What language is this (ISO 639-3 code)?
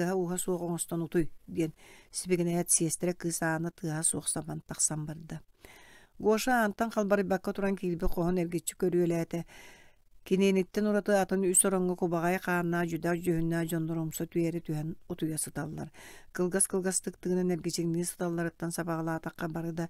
sah